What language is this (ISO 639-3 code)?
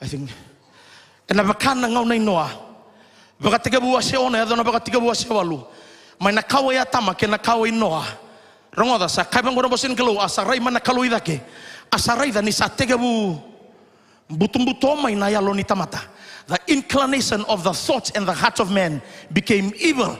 fij